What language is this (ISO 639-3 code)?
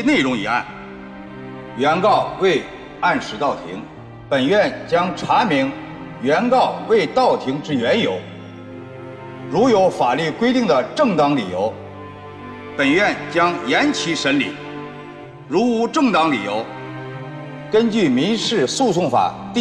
zho